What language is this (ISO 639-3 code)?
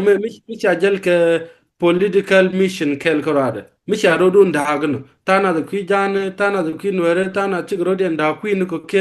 nus